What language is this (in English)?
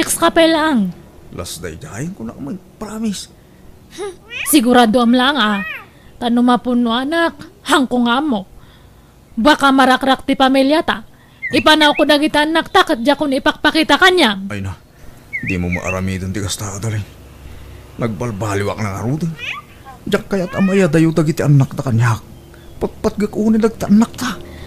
Iloko